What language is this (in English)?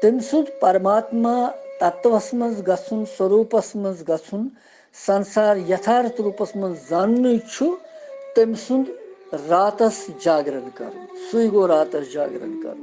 Kashmiri